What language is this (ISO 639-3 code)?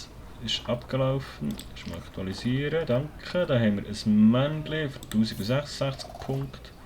gsw